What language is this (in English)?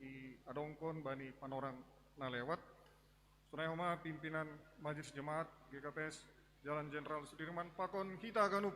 Batak Simalungun